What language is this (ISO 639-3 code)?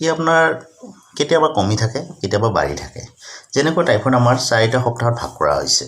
asm